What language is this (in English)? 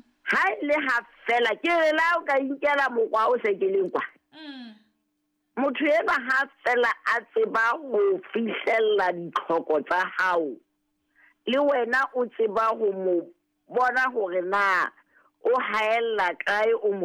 Southern Sotho